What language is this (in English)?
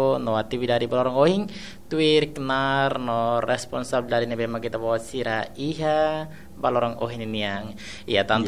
Tetum